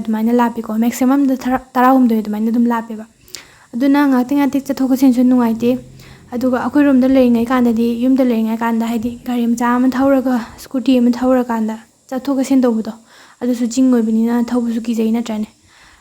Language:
Manipuri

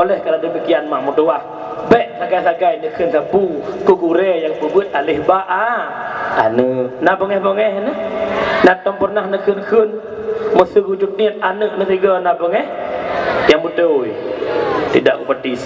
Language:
Achinese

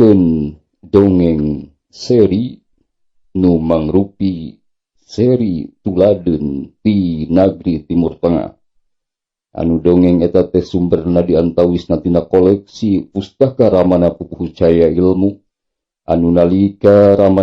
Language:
Sundanese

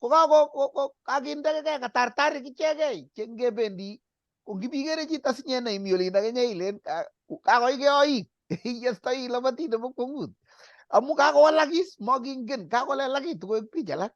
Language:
Kalenjin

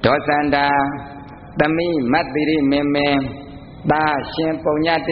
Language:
Burmese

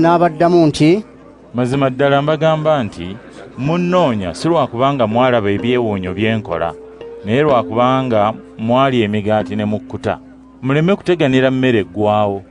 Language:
Ganda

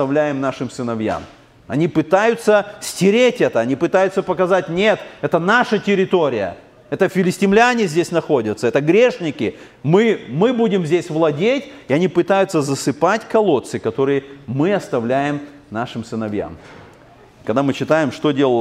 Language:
Russian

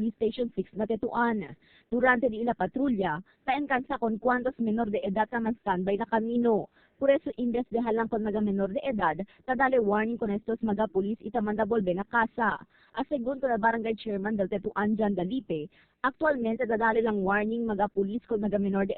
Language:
Chavacano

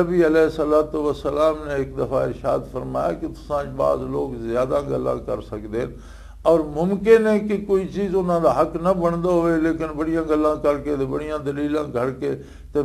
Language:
Western Panjabi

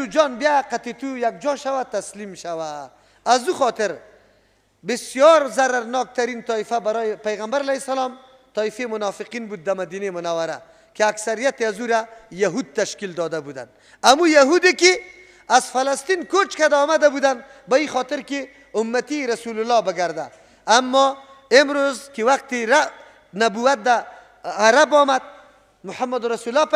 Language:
Persian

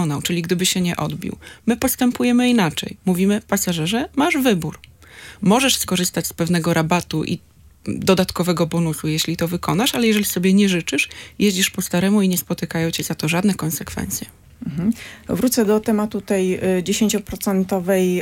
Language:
Polish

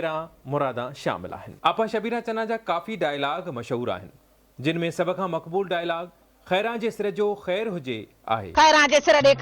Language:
Sindhi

